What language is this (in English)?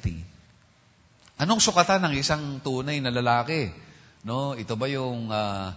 Filipino